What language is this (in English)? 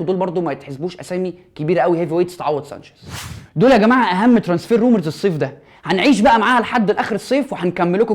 Egyptian Arabic